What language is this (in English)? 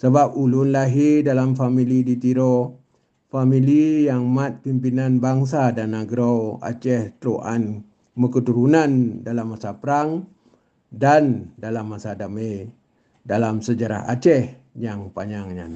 Achinese